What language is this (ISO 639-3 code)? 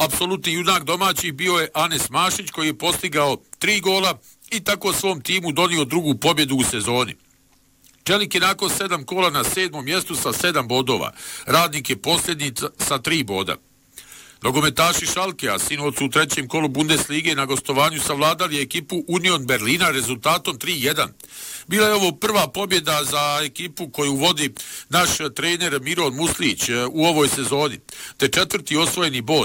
bos